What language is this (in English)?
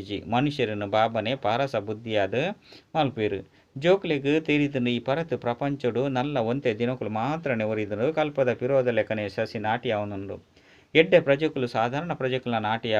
Tulu